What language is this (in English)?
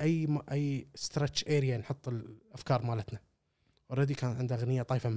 Gulf Arabic